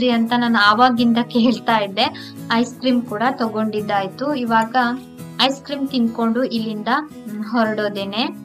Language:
Kannada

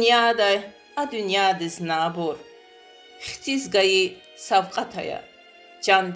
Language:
Lezghian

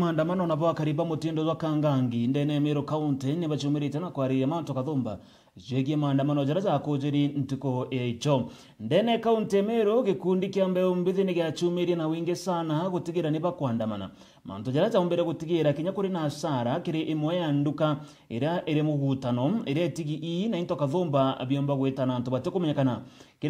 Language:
Meru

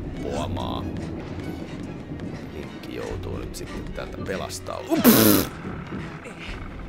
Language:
Finnish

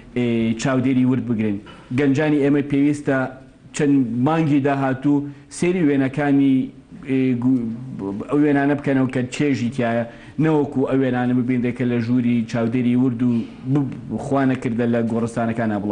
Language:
Central Kurdish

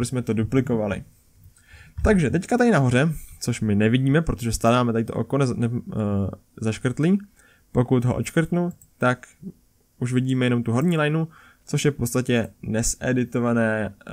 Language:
Czech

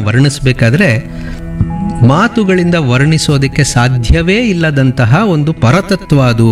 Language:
Kannada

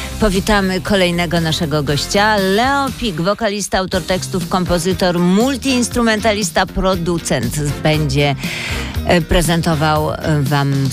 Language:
Polish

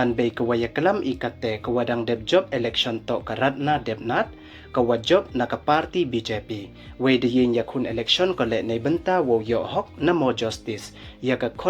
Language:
Pnar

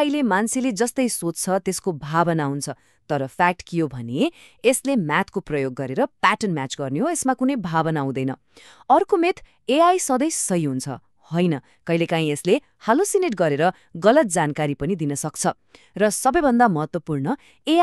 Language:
Nepali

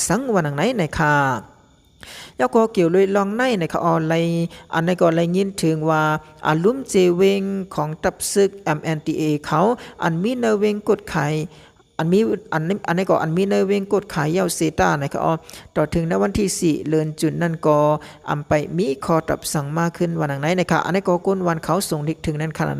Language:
Shan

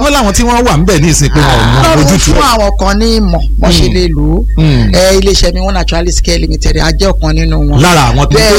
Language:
Yoruba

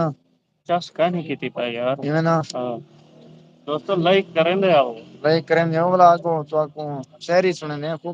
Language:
Saraiki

